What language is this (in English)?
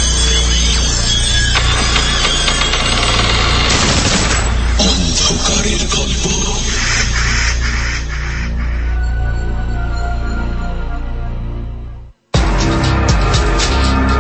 Bangla